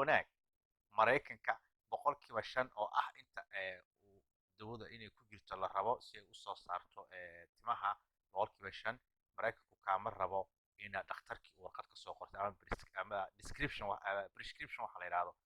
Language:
Somali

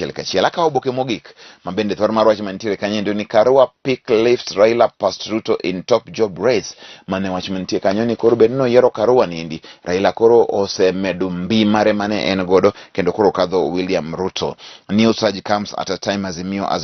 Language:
Luo (Kenya and Tanzania)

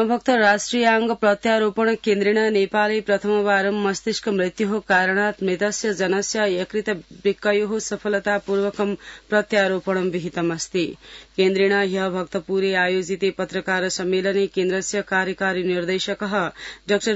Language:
Sanskrit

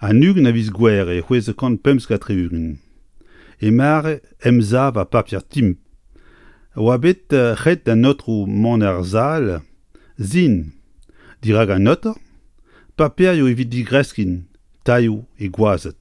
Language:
Breton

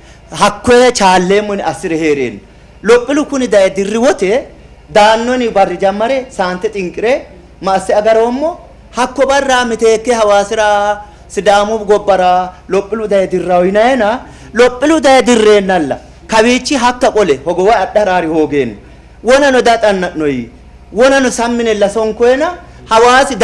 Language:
Sidamo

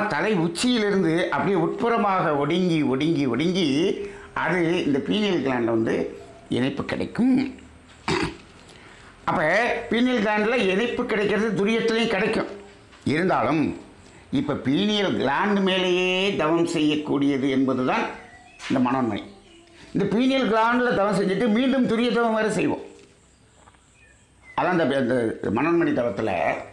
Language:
Tamil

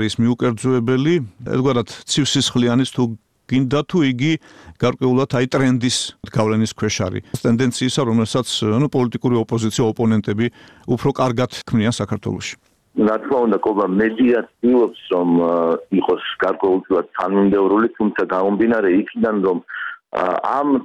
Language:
Georgian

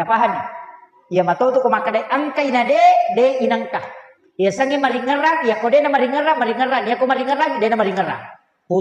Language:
Buginese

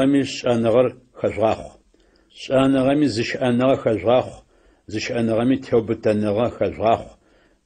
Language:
Adyghe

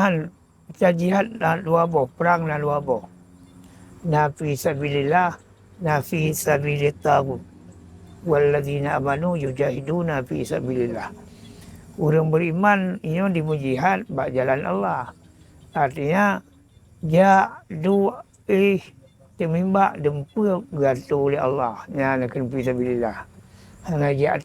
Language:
Achinese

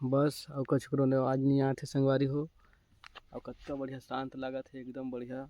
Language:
Chhattisgarhi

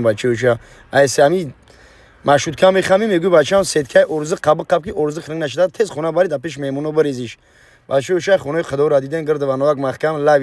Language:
Tajik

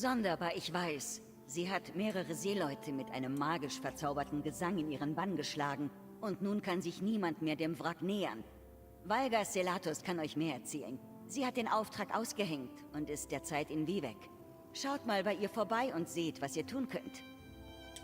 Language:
Swiss German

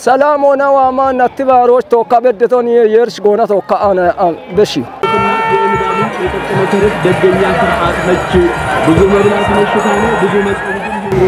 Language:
Kafa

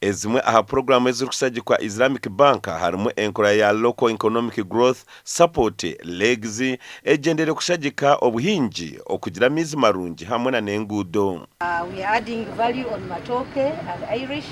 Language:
Nyankole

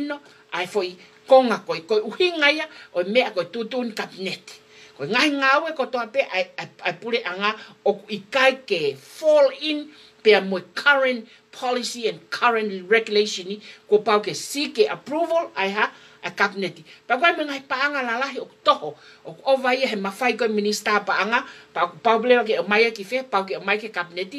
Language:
Tongan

